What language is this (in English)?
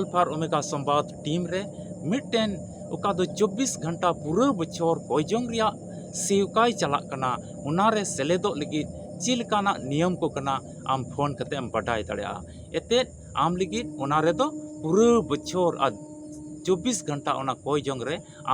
Santali